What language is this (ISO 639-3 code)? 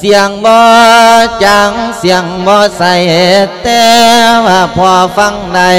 lao